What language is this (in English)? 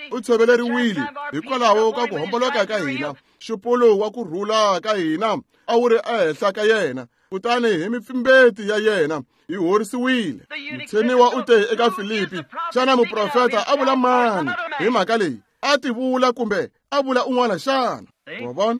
Tsonga